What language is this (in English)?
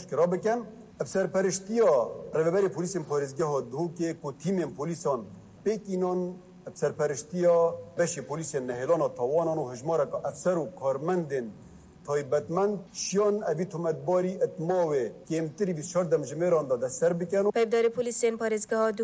Kurdish